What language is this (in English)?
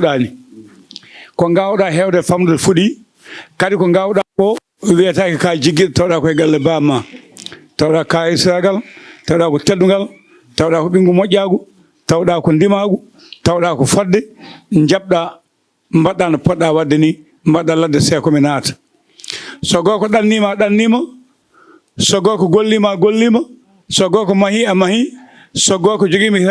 Fula